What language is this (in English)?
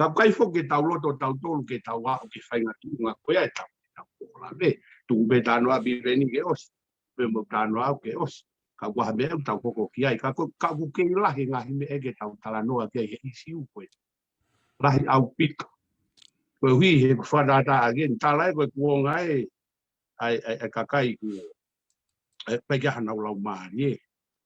Tongan